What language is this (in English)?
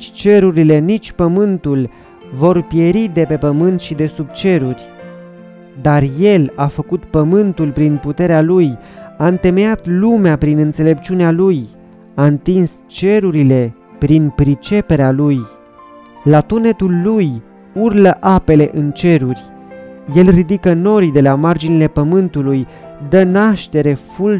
Romanian